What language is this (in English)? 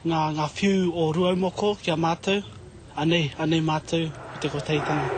Māori